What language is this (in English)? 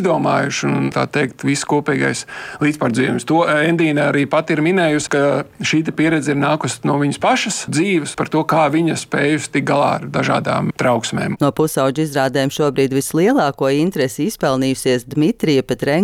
Latvian